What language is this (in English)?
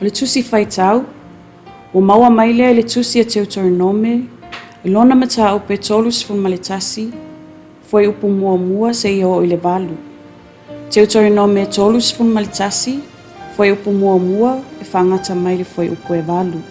Samoan